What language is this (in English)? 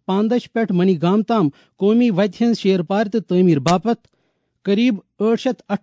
Kashmiri